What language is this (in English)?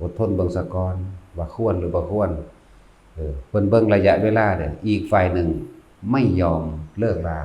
Northeastern Thai